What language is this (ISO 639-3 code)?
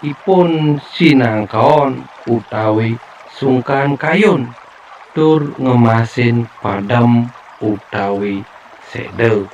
ban